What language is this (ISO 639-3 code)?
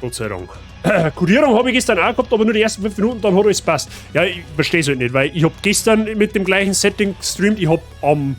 bar